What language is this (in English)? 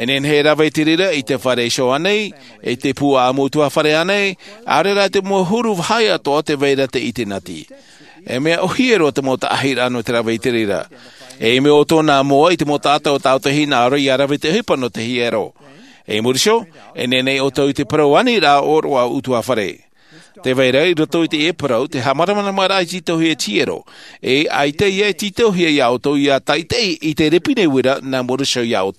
Tahitian